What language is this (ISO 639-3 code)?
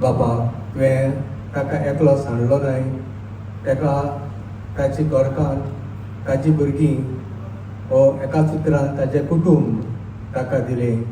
kok